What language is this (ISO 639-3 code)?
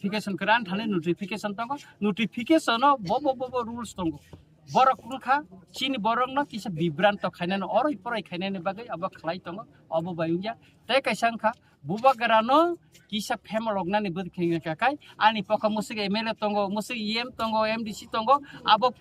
trp